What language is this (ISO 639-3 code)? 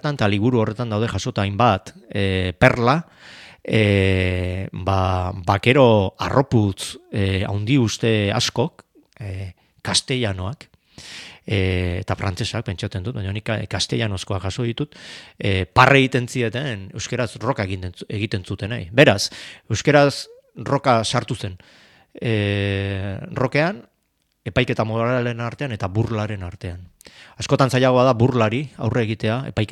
eus